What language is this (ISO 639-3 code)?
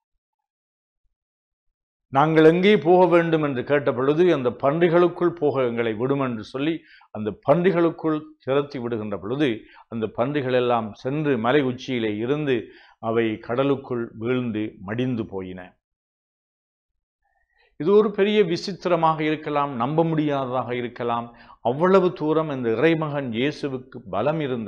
tam